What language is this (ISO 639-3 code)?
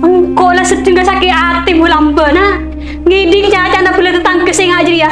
mad